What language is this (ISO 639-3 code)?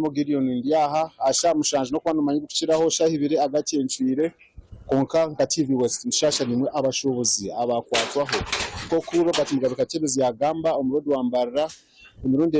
nyn